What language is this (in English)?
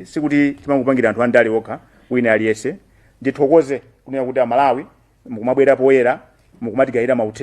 Nyanja